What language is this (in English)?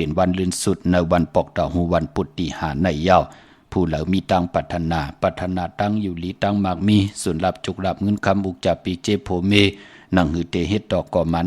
Shan